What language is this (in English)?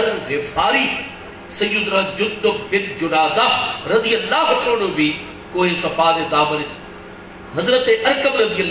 Saraiki